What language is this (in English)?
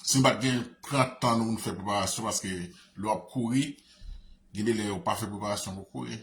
Haitian Creole